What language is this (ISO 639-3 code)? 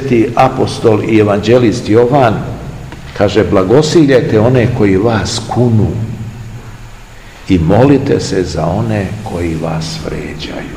srp